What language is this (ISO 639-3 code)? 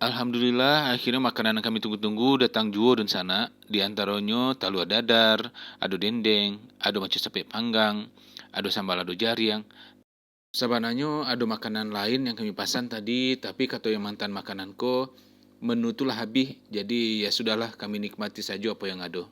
min